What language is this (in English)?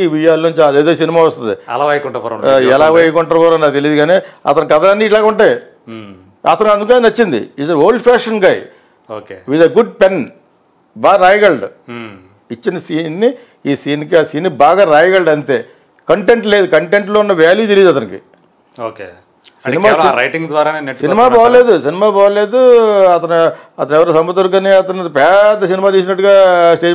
Telugu